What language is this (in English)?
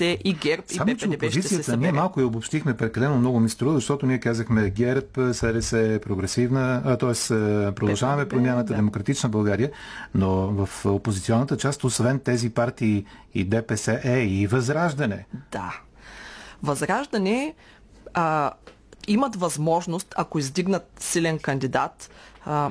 Bulgarian